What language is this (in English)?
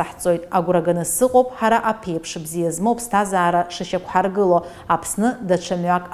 Abkhazian